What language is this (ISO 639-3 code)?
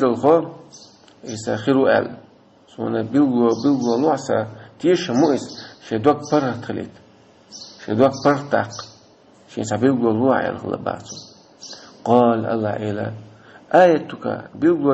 che